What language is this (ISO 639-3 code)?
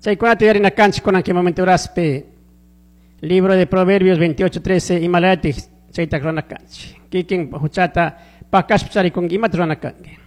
qug